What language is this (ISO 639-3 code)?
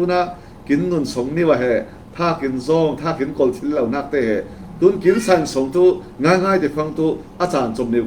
cfm